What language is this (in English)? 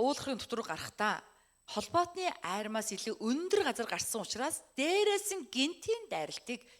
Mongolian